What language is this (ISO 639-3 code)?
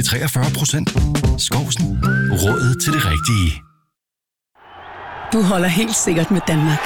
dan